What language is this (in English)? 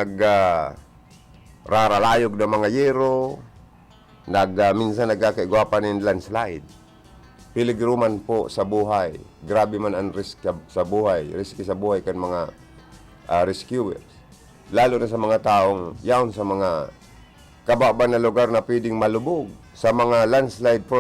Bikol